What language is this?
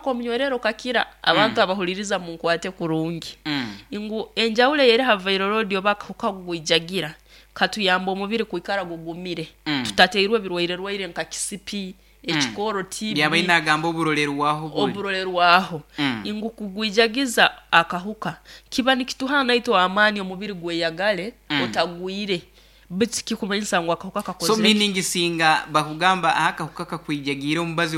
Nyankole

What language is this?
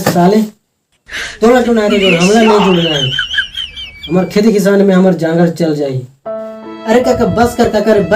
Chhattisgarhi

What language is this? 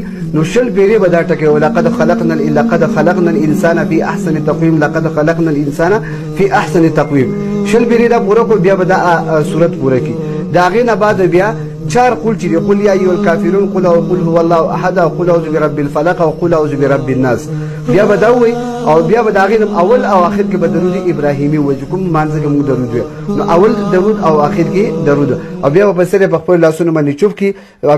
Pashto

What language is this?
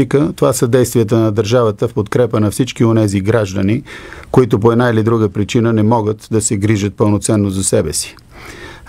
Bulgarian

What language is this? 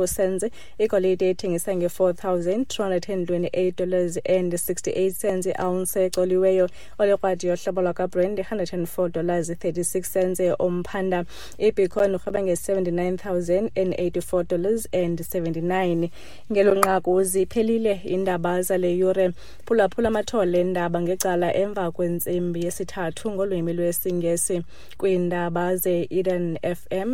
Xhosa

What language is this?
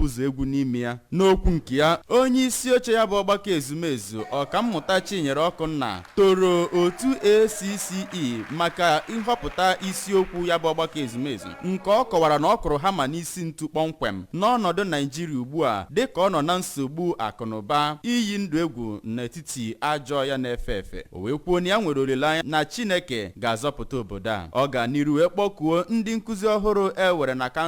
Igbo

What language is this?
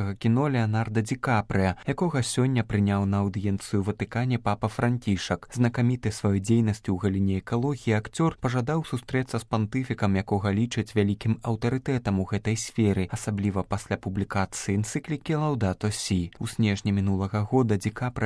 Belarusian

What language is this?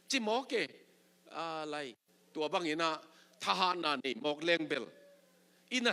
Tedim Chin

